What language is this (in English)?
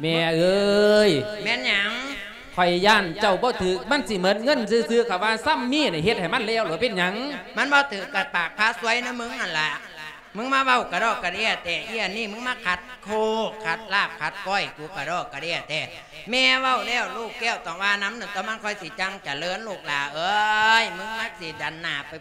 Lao